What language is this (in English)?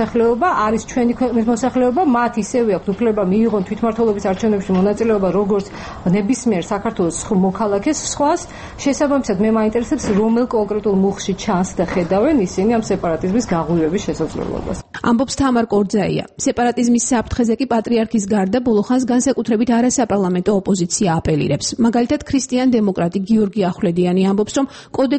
Georgian